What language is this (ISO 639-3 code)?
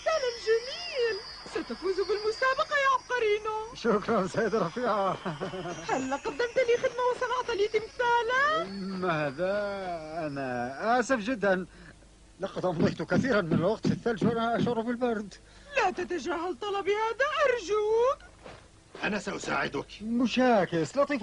ara